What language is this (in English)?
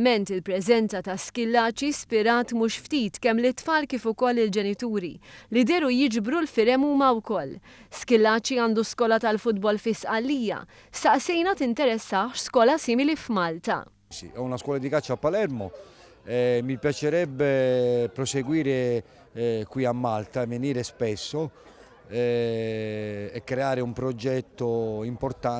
Maltese